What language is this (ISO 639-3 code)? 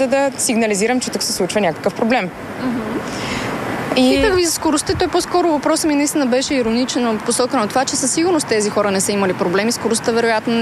bul